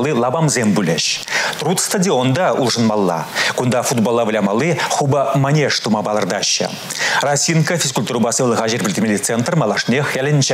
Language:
Chuvash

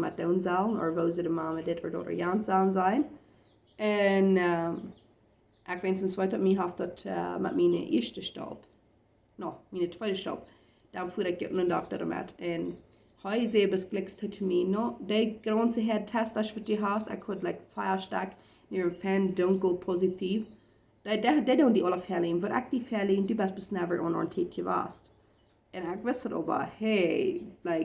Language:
Plautdietsch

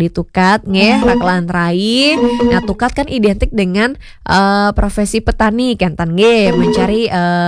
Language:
Balinese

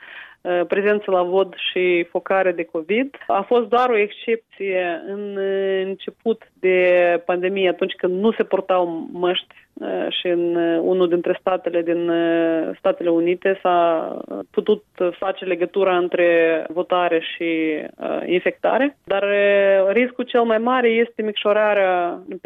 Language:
Romanian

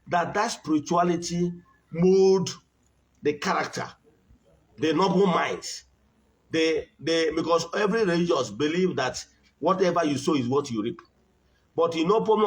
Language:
Igbo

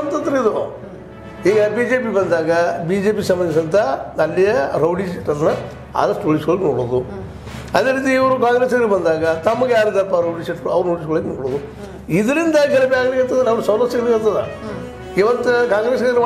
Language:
Kannada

